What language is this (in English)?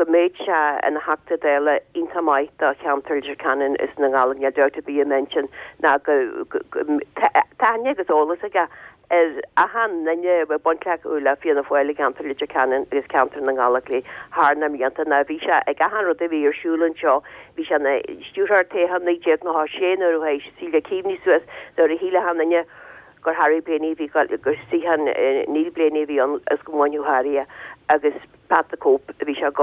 Irish